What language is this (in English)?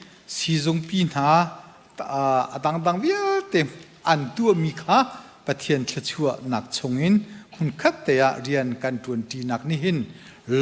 Hakha Chin